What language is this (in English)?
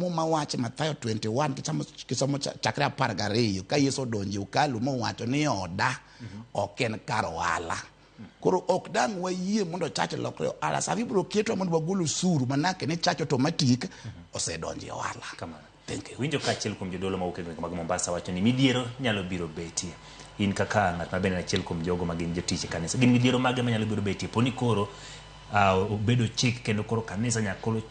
Luo (Kenya and Tanzania)